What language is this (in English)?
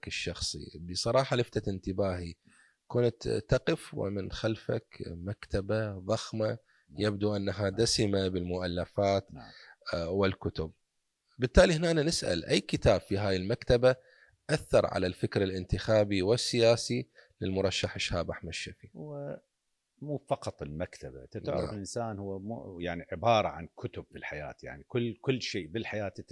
Mesopotamian Arabic